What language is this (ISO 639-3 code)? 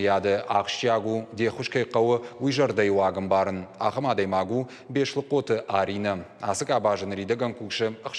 oss